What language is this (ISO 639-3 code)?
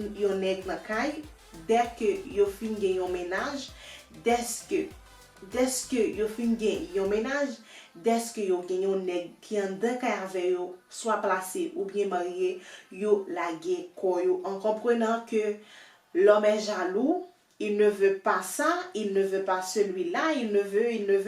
hat